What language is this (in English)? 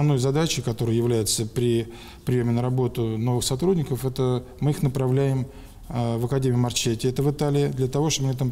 Russian